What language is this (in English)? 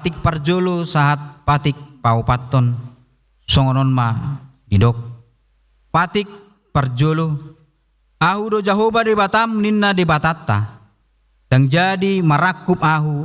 Batak Toba